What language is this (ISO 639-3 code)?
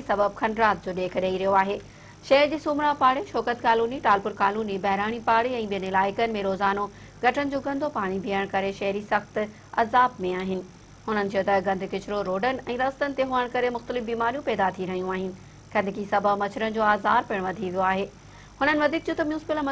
snd